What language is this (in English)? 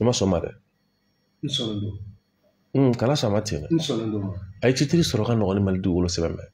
Bambara